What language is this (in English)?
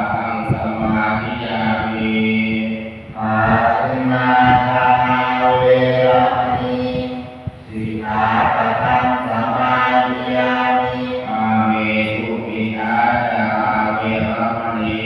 Pali